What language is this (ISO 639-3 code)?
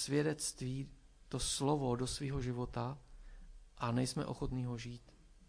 ces